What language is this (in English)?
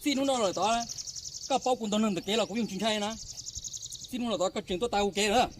Hmong